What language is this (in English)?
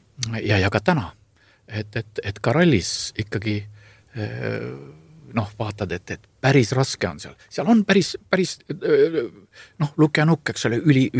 Estonian